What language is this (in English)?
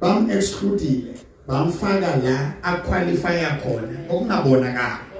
Southern Sotho